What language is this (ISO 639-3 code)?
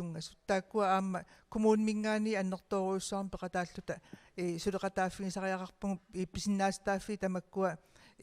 kal